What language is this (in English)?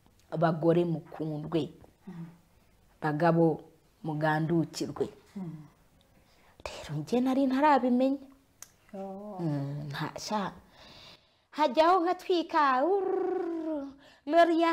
Kinyarwanda